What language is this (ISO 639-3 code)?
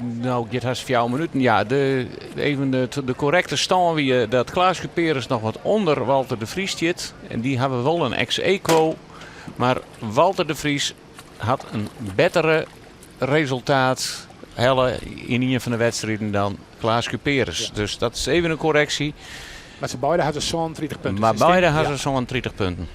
fry